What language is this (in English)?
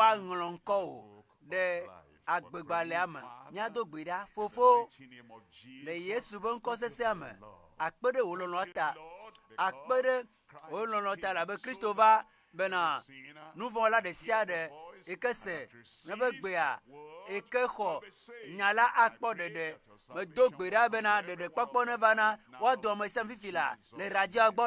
Ewe